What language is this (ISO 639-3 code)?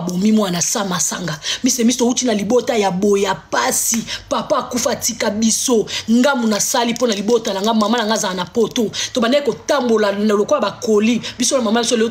lin